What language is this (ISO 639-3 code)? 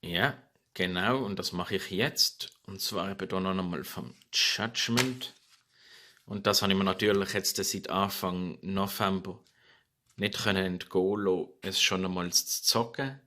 gsw